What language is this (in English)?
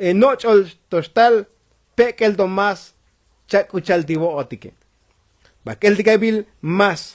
Tzotzil